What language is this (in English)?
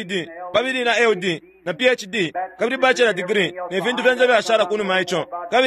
Bemba